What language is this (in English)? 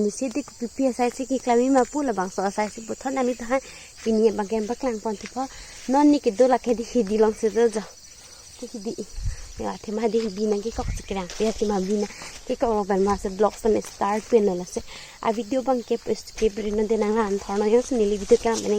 Karbi